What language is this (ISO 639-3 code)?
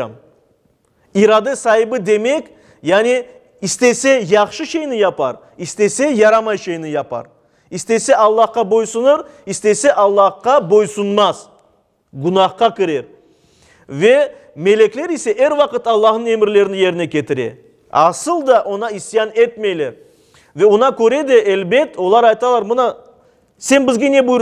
crh